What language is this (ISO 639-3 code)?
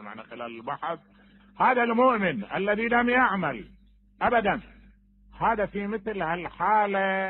acm